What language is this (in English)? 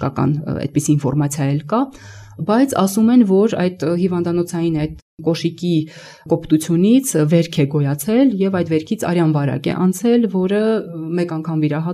Armenian